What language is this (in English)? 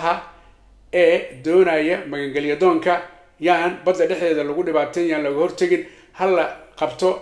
Somali